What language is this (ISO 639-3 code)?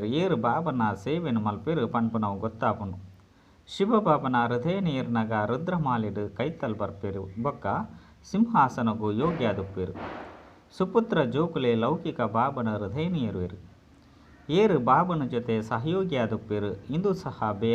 tcy